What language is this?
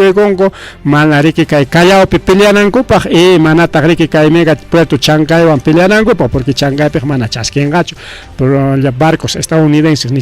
Ayacucho Quechua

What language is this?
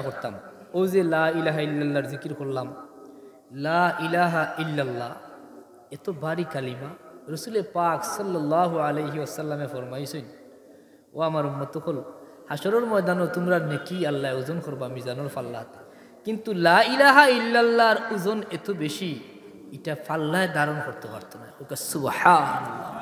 Sylheti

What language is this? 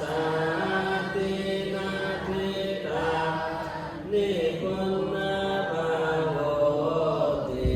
Pali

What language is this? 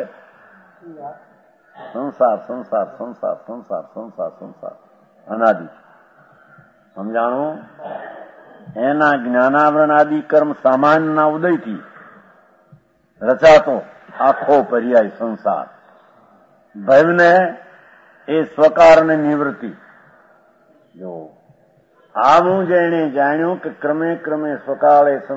Gujarati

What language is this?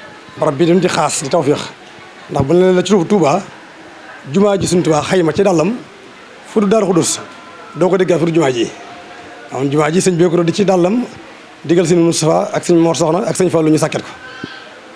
Wolof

